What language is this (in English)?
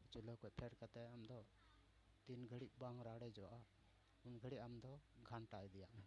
Santali